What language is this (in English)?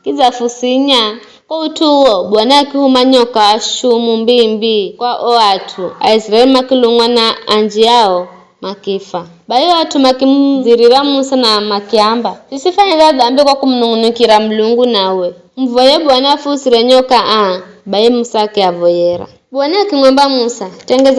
Giryama